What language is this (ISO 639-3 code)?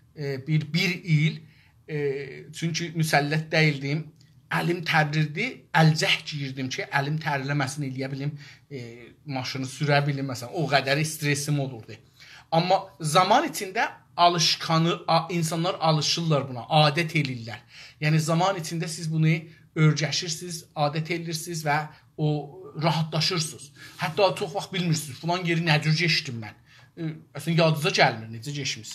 azb